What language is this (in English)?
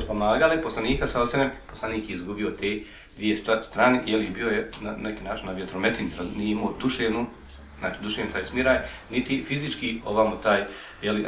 Bosnian